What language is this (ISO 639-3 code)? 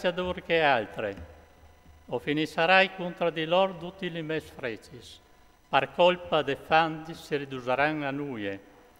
fur